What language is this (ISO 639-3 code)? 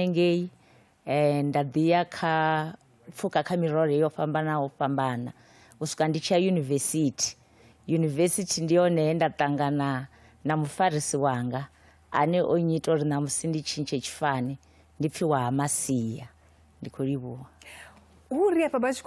ven